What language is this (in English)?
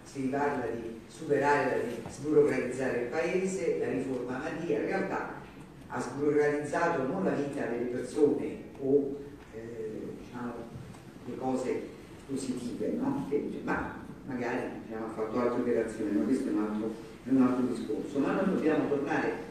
Italian